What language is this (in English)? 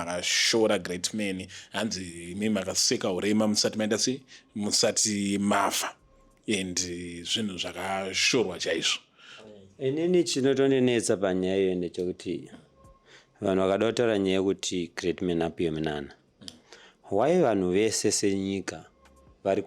Shona